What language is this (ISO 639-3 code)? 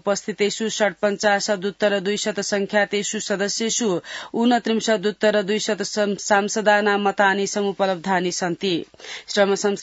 san